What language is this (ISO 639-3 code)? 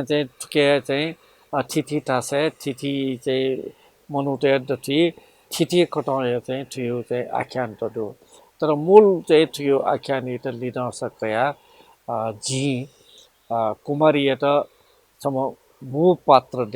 new